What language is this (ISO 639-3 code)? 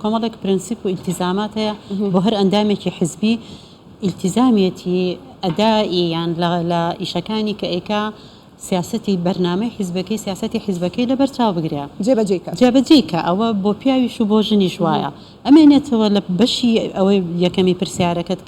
ckb